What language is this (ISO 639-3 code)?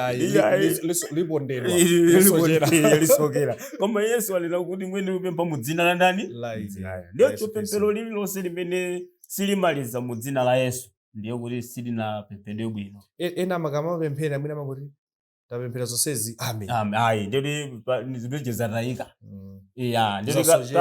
nya